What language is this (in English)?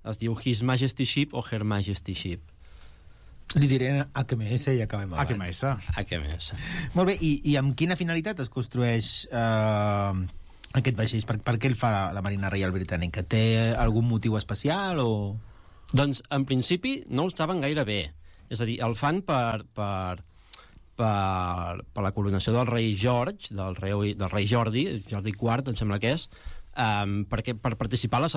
Catalan